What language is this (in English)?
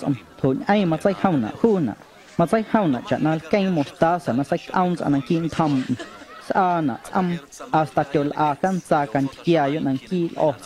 Guerrero Amuzgo